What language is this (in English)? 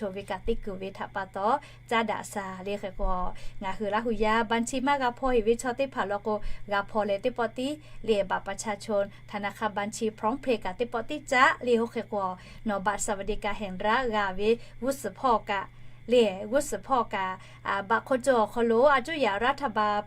Lahu